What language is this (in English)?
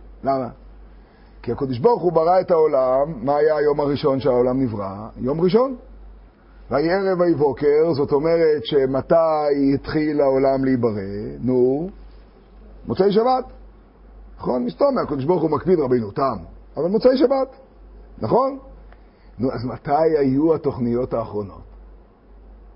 Hebrew